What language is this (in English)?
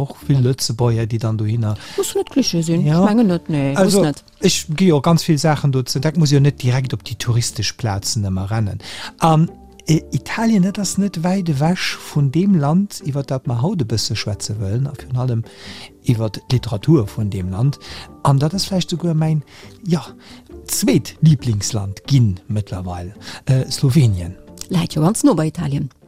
Luxembourgish